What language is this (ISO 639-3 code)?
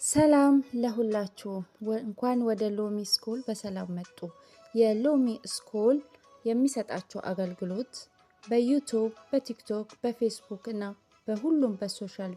amh